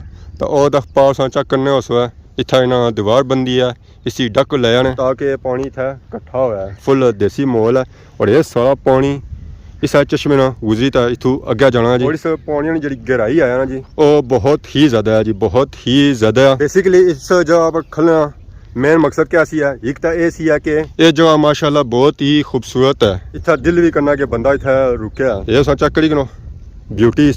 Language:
Pahari-Potwari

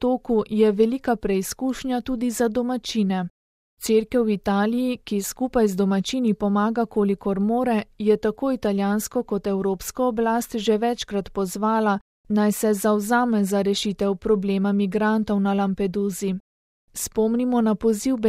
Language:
Slovenian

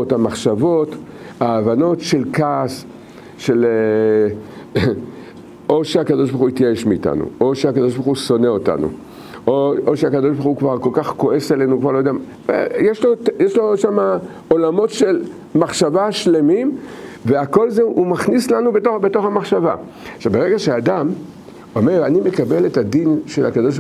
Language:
Hebrew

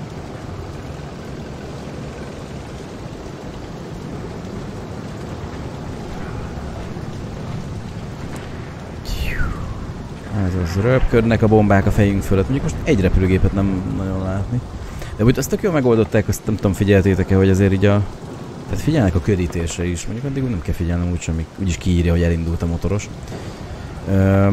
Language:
Hungarian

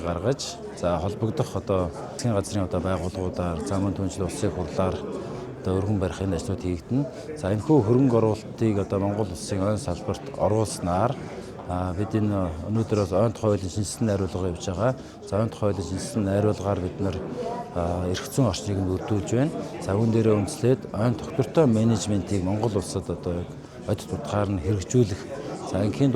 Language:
Mongolian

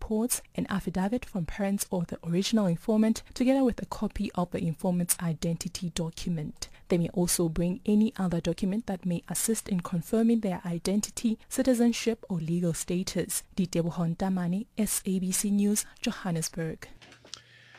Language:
English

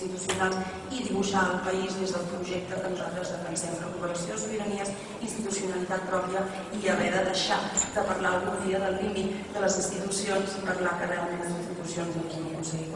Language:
Catalan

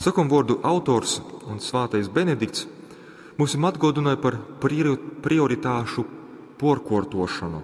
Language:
Latgalian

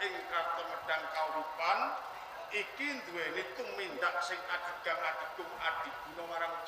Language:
Javanese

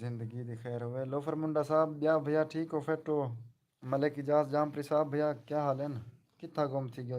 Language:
Saraiki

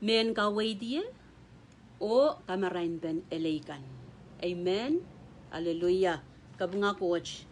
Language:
Pohnpeian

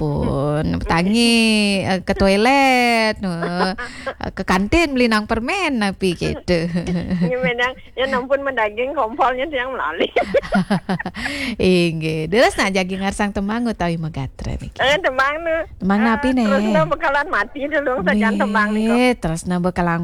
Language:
Balinese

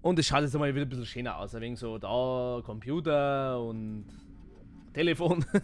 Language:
Bavarian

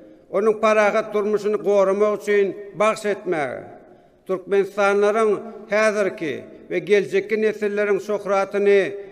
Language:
Turkmen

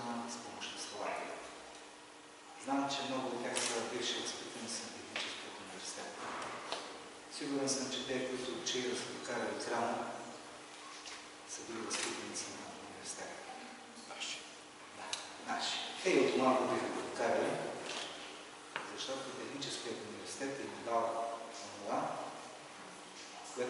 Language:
Bulgarian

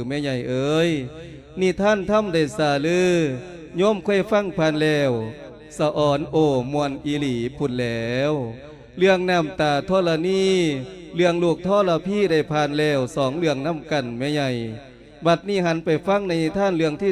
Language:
Lao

